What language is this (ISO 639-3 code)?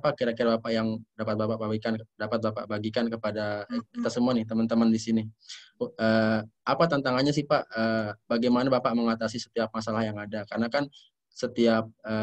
ind